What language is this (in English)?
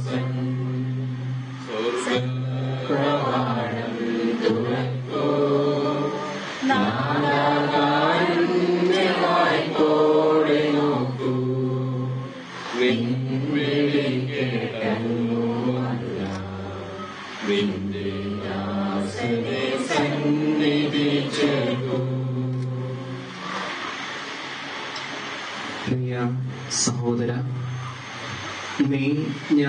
Malayalam